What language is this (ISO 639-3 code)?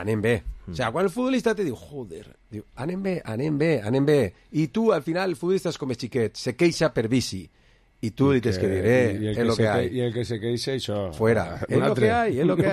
cat